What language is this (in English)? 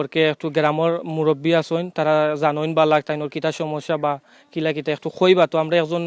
Sylheti